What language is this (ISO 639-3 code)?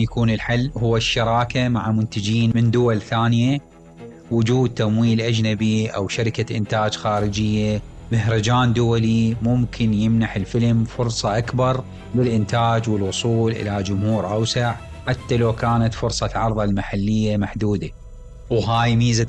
acm